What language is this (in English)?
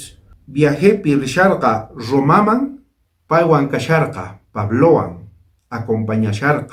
South Bolivian Quechua